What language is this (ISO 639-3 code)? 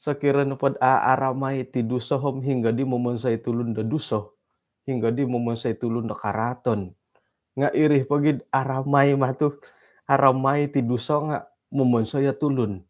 dtp